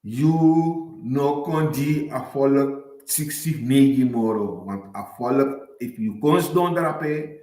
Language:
Sranan Tongo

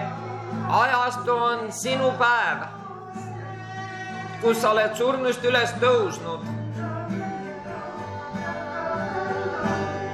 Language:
Estonian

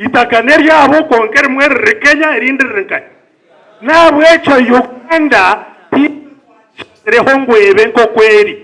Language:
Nyankole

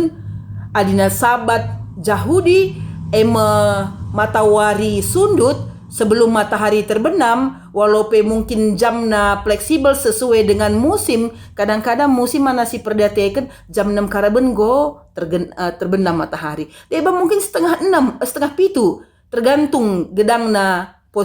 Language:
Batak Karo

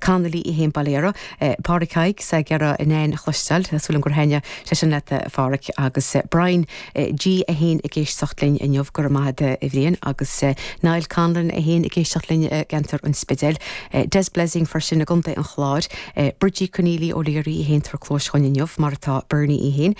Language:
Irish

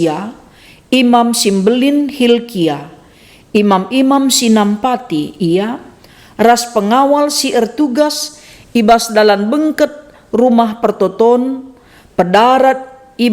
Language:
Batak Karo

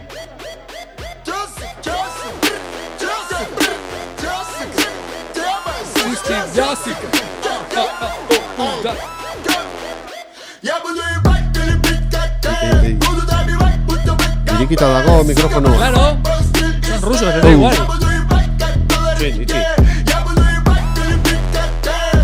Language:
Basque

